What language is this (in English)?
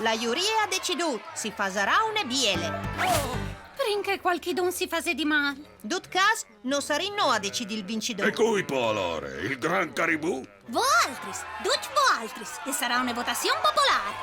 Friulian